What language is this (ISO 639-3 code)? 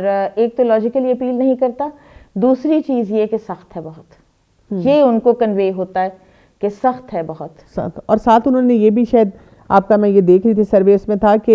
urd